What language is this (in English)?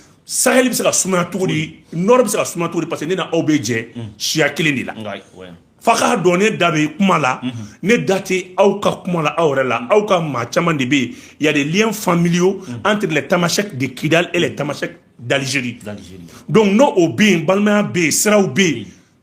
Bambara